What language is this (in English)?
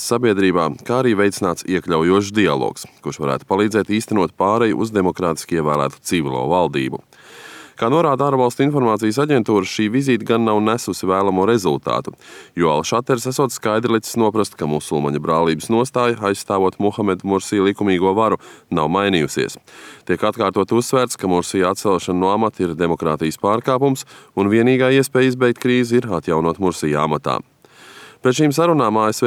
Latvian